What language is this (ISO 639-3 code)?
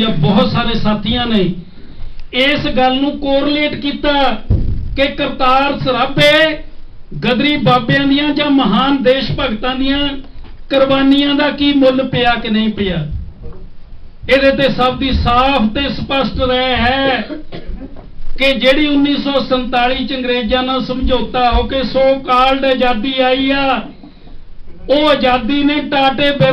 pan